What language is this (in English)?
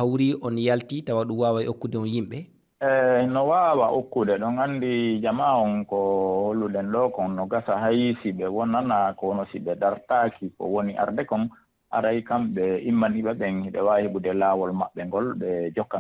Fula